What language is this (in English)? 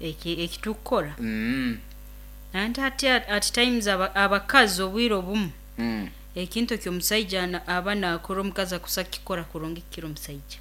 Nyoro